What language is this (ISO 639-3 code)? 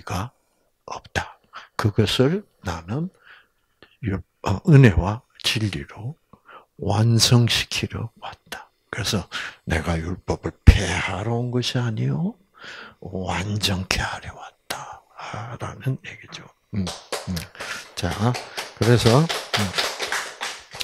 kor